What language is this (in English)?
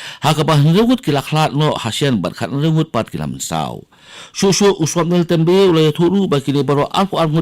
Khasi